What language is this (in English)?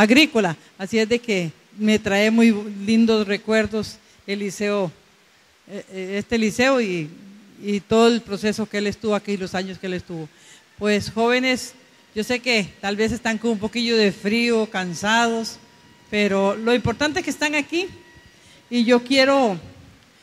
Spanish